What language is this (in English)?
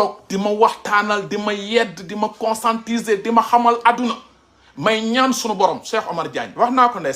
Wolof